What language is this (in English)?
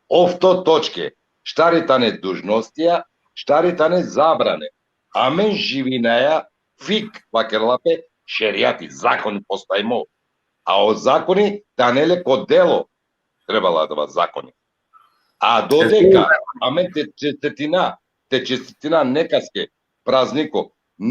Balkan Romani